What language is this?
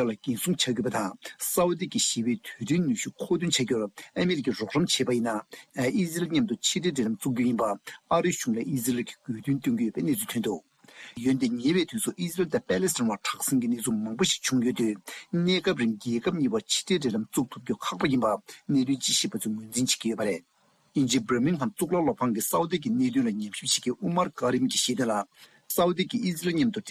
Tibetan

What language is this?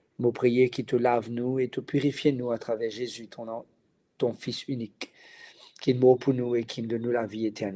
Morisyen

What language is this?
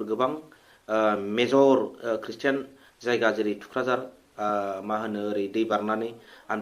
Bodo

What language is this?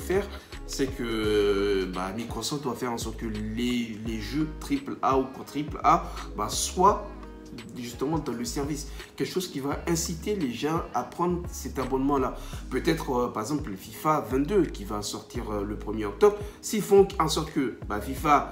French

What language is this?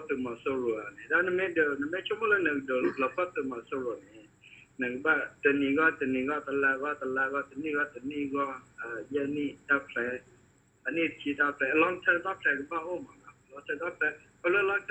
S'gaw Karen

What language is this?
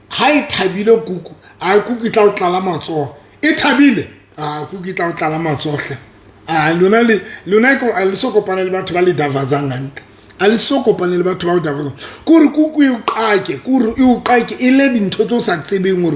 Southern Sotho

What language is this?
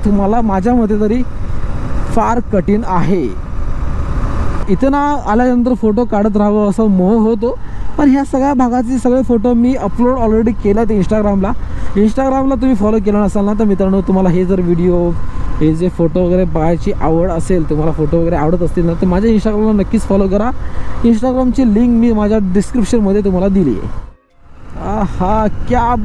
Marathi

